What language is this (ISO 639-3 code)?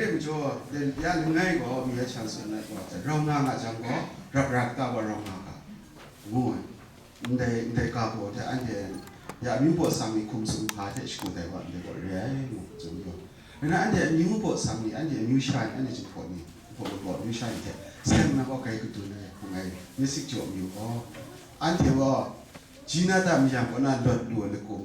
kac